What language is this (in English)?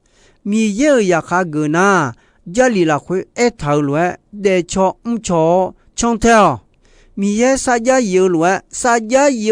Akha